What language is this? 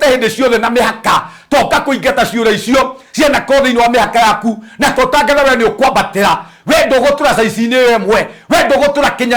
Kikuyu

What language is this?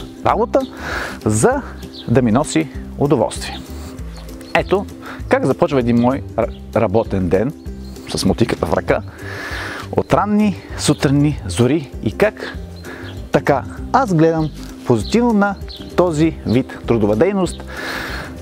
Bulgarian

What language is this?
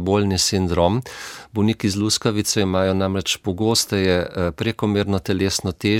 Slovenian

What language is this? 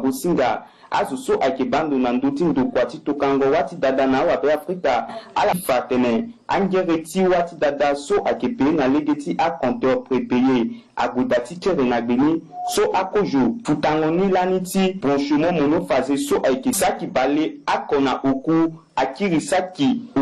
Sango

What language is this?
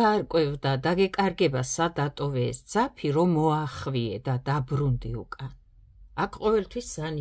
Georgian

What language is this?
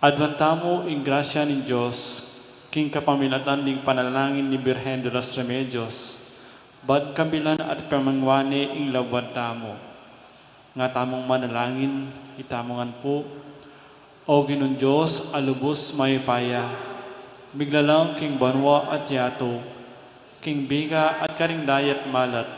Pampanga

